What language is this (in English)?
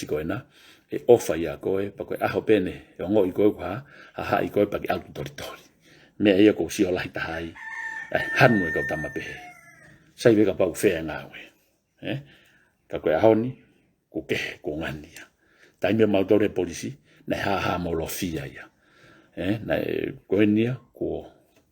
Tongan